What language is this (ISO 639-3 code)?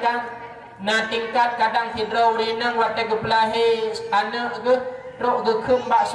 ace